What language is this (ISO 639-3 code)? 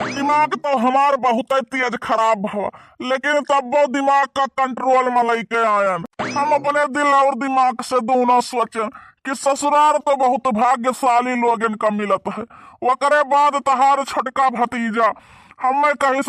awa